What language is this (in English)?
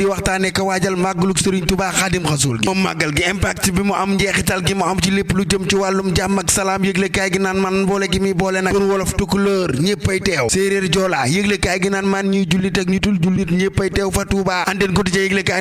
Wolof